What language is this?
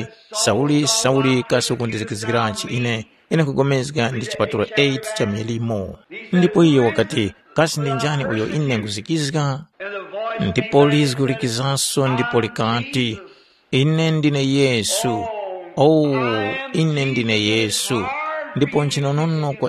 Tumbuka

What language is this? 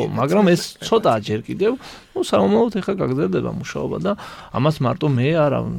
Georgian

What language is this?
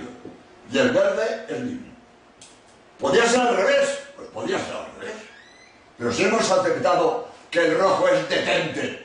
Spanish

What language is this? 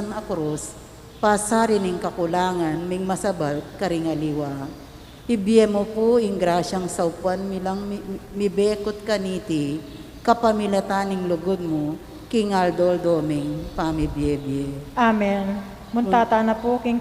Pampanga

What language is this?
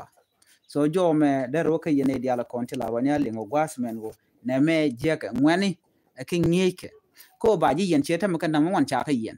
Nuer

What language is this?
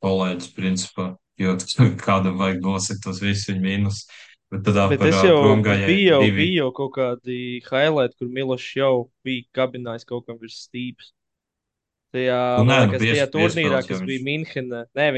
Latvian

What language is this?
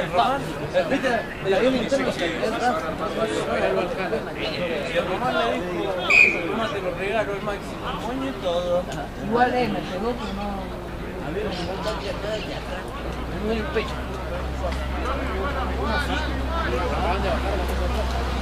Spanish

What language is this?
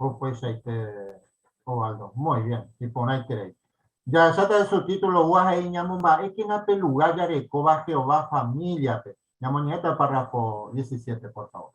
Guarani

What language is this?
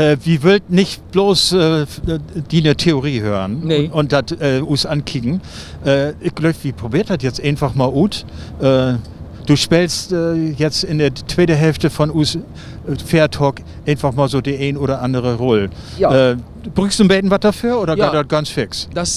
Low German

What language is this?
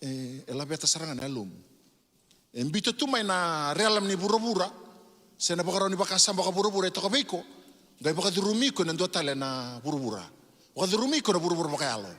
Fijian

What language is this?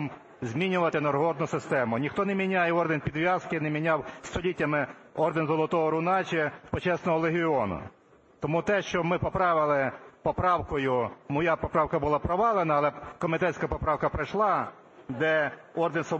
Ukrainian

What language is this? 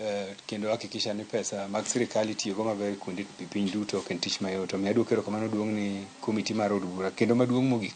Luo (Kenya and Tanzania)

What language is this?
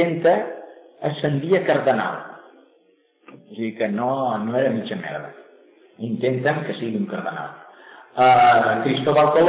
Catalan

